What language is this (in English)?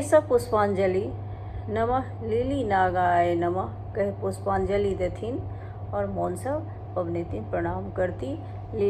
Maithili